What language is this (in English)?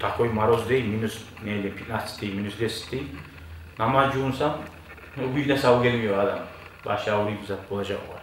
Kumyk